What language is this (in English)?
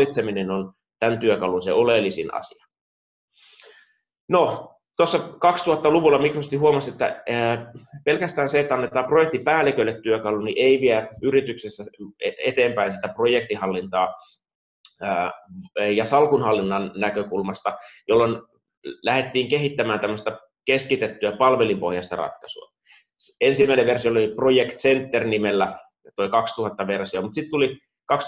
Finnish